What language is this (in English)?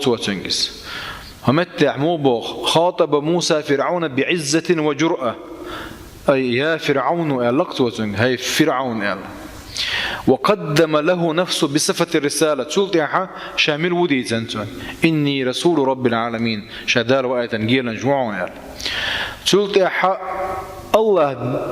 Chechen